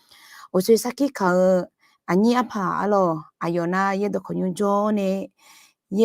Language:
Akha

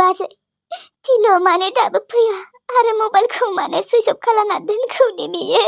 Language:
Bodo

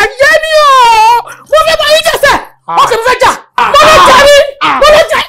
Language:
Yoruba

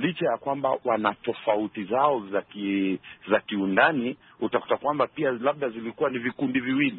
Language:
Swahili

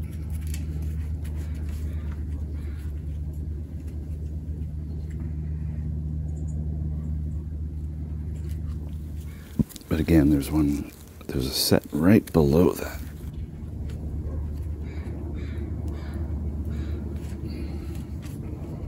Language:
English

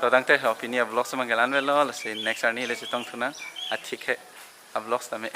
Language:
Karbi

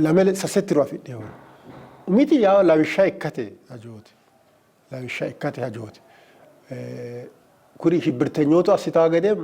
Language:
Sidamo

